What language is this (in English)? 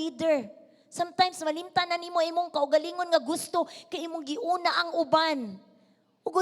Cebuano